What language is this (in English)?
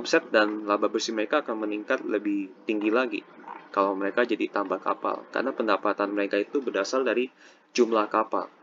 Indonesian